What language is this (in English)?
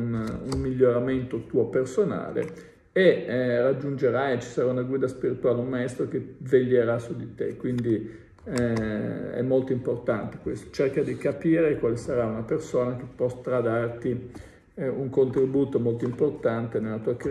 Italian